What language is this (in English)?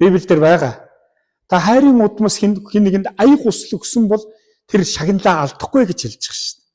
Mongolian